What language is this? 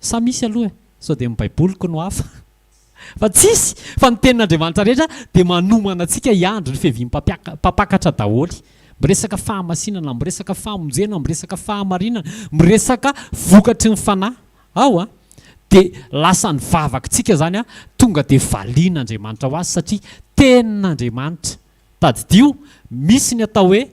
Malagasy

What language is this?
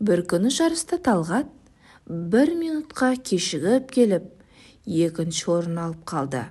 Kazakh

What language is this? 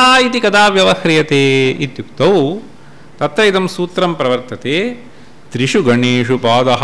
Sanskrit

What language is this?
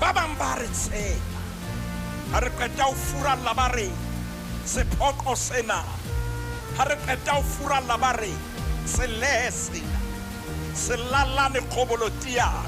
Southern Sotho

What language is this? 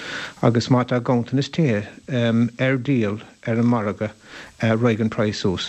Irish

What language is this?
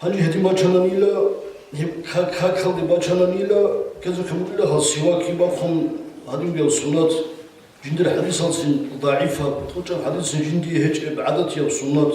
Avaric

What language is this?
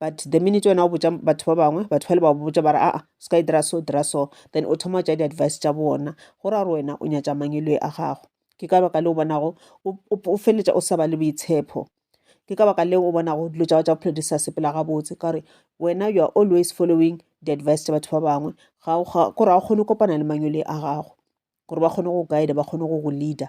Northern Sotho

